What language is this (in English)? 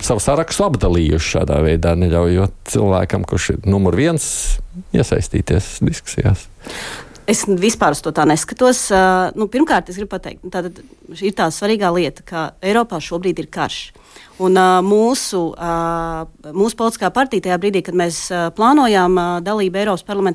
Latvian